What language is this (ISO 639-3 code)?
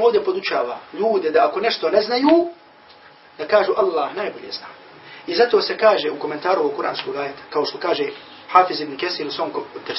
bos